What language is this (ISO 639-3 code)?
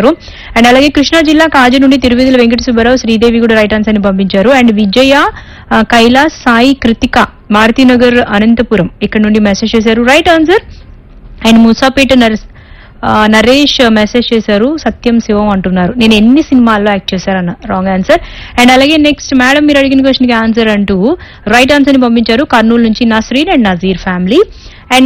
tel